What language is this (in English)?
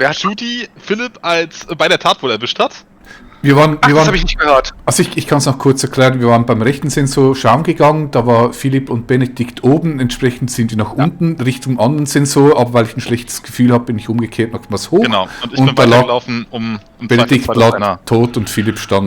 Swiss German